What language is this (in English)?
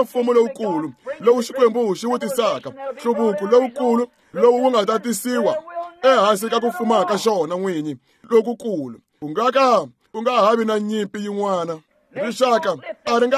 Tsonga